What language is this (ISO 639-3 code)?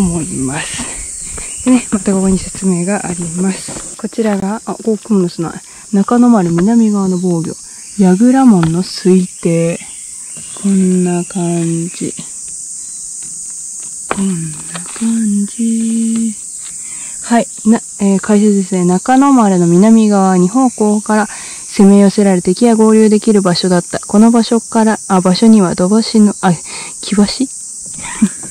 jpn